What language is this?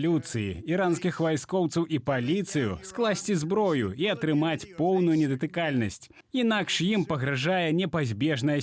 Belarusian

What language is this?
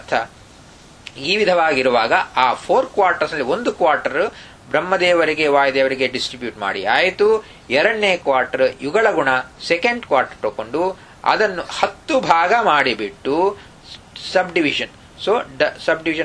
Kannada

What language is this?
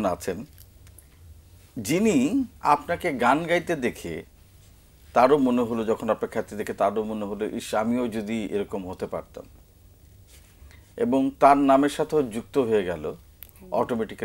Bangla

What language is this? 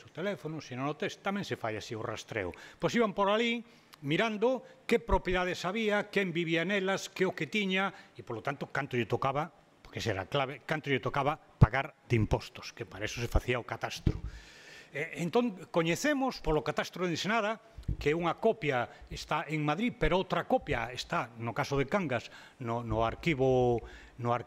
Galician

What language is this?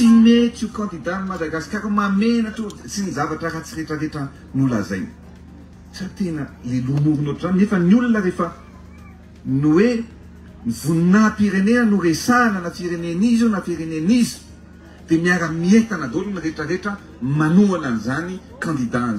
Malagasy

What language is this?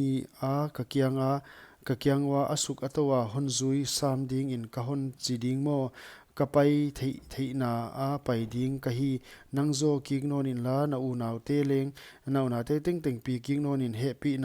Paite Chin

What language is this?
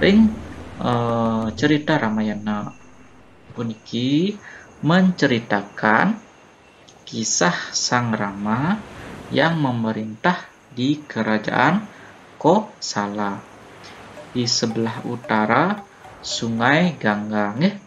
Balinese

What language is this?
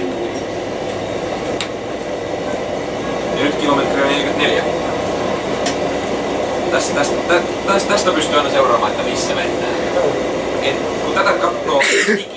Finnish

